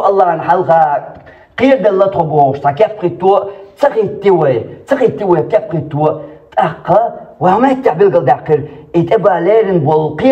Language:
Chechen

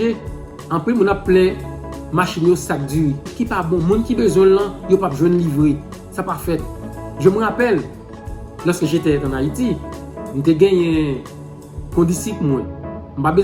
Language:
Haitian Creole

